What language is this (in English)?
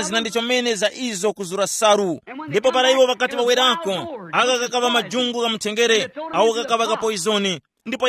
Tumbuka